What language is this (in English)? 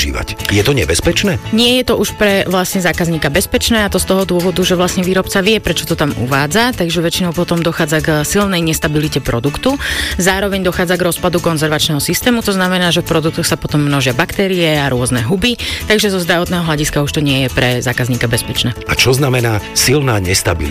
Slovak